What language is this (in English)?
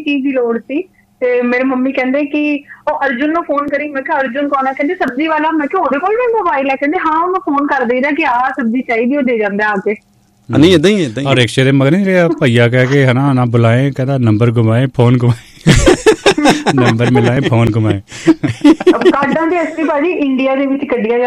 Punjabi